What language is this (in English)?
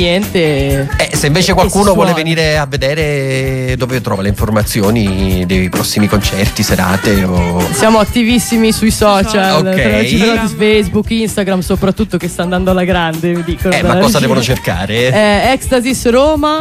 Italian